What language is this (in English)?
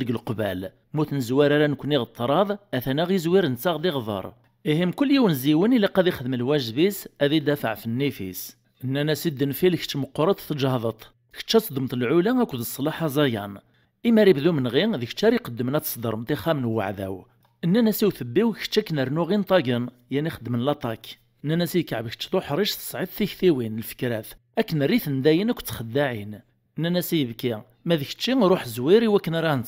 Kabyle